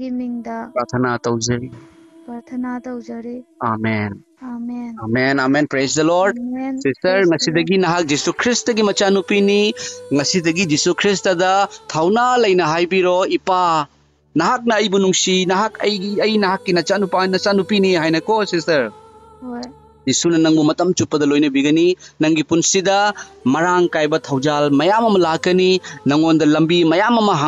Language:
Manipuri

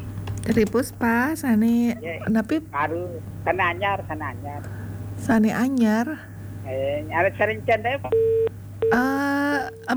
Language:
Balinese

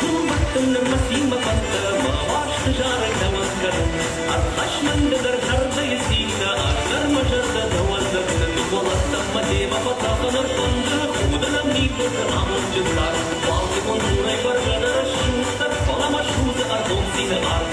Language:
Ossetic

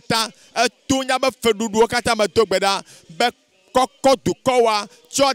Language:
Ewe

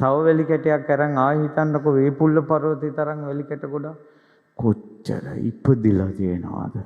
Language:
Sinhala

